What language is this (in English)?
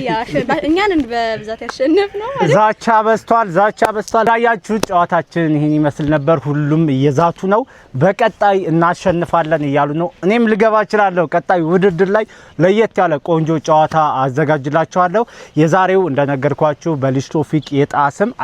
Amharic